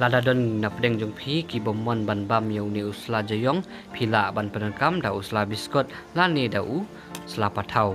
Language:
Khasi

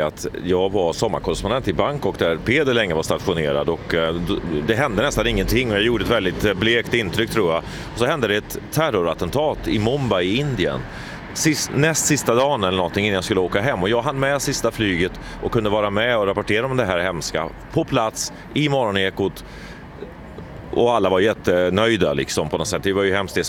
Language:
Swedish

